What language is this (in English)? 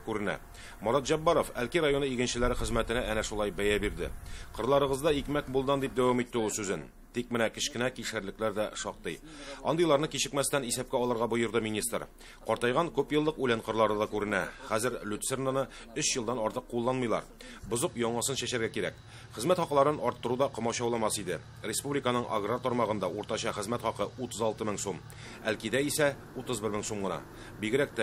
Tatar